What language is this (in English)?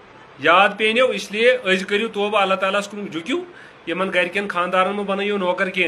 Kashmiri